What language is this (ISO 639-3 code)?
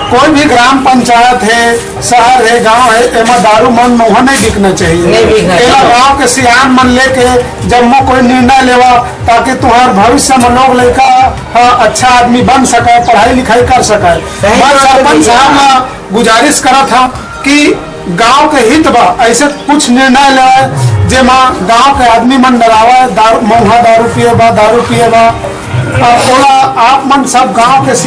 hne